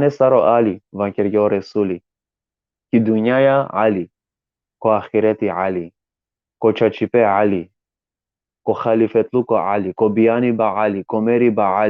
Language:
Balkan Romani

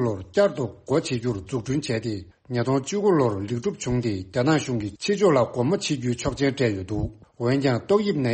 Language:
Tibetan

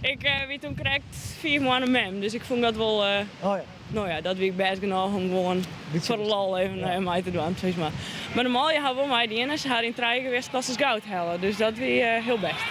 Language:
Western Frisian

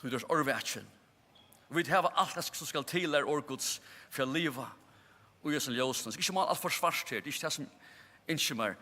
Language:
Faroese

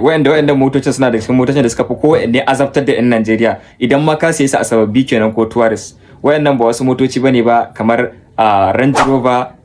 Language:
Hausa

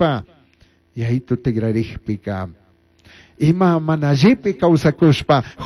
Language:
Chimborazo Highland Quichua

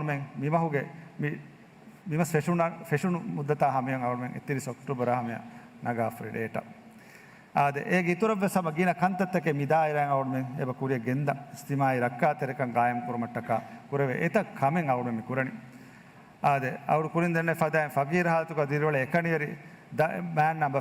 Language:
Divehi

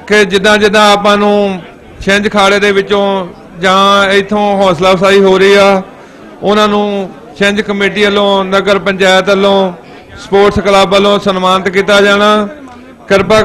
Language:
Punjabi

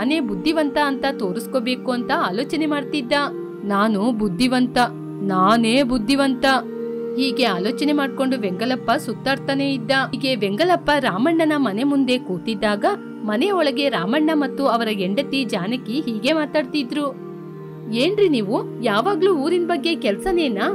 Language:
Kannada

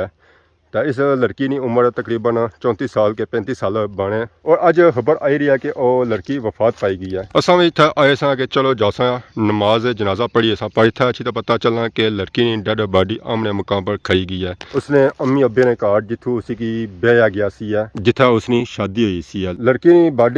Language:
Pahari-Potwari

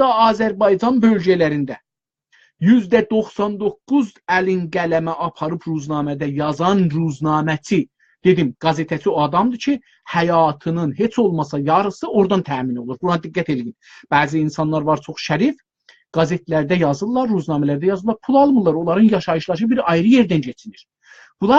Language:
South Azerbaijani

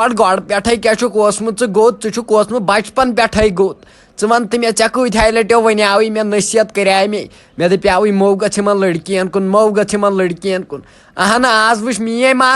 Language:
Kashmiri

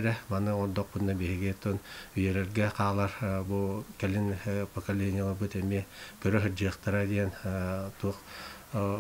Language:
Yakut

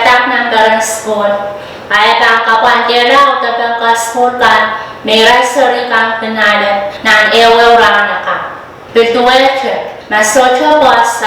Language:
Pohnpeian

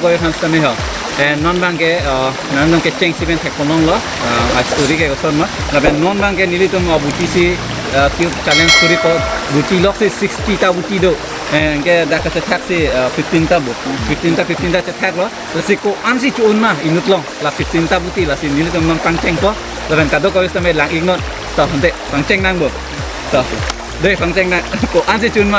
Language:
Karbi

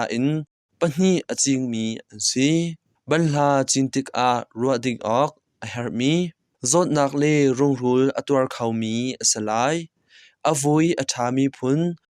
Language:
Hakha Chin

